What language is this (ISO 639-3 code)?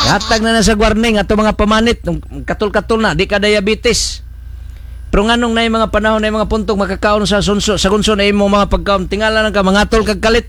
ceb